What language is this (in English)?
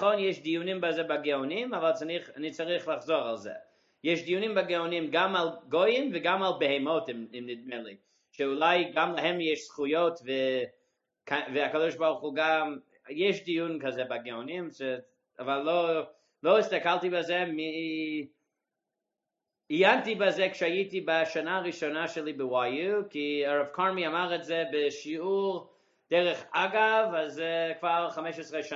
Hebrew